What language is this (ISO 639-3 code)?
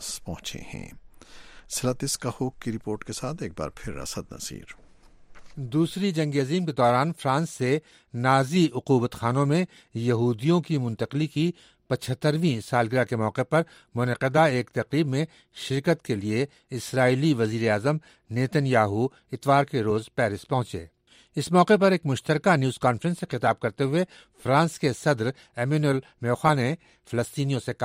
urd